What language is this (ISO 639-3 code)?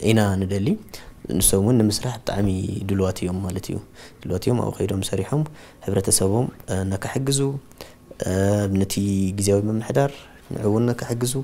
tir